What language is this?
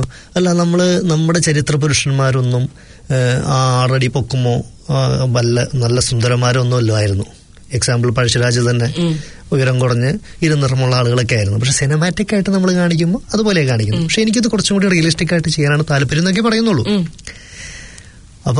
Malayalam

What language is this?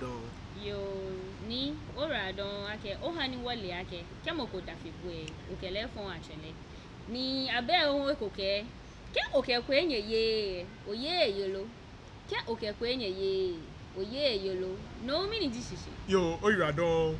Ga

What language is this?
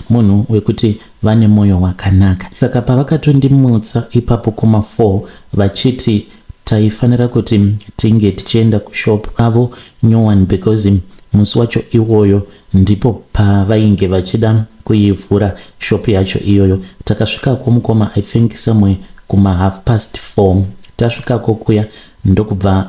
Shona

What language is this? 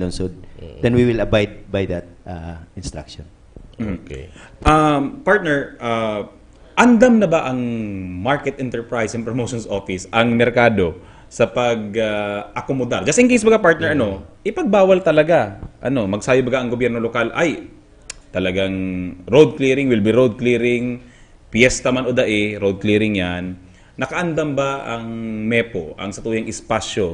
Bikol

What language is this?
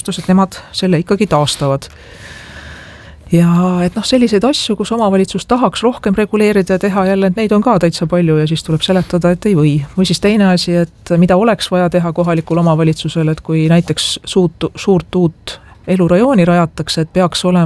Estonian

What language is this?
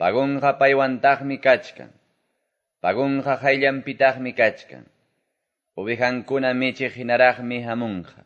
Quechua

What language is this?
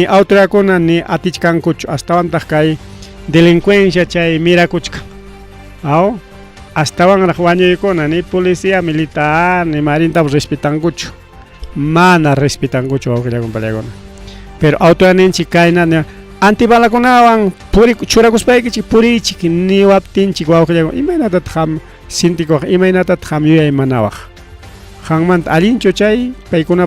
Ayacucho Quechua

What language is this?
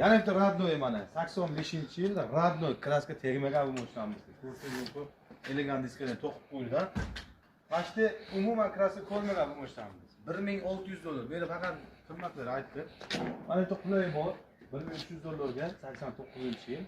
Uzbek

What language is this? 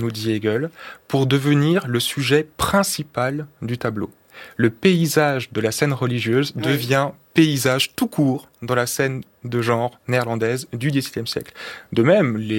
French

